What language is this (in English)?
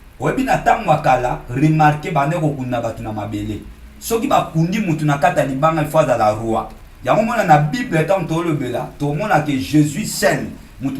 Lingala